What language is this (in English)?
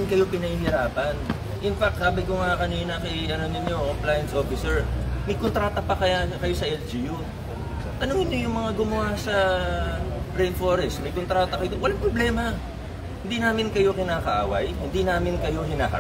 Filipino